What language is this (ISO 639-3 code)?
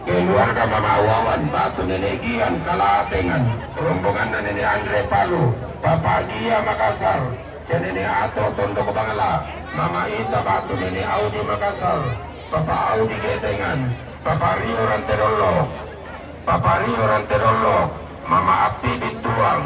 sda